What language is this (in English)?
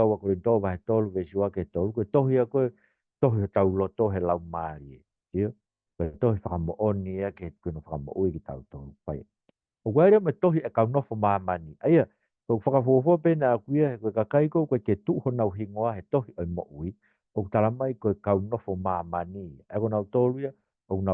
Tongan